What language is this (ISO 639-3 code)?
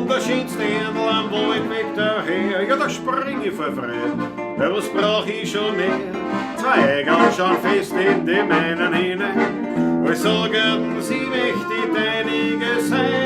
bar